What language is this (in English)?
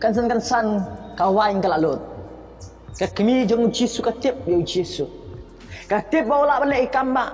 Khasi